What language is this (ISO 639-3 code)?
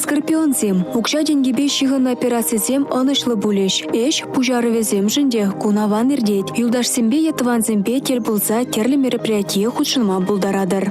chv